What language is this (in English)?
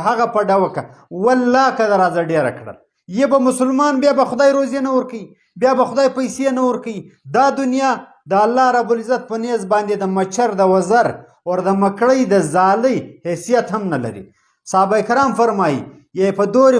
Pashto